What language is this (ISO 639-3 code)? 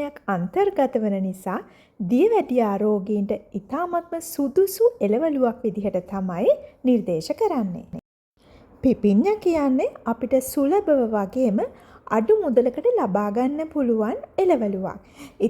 sin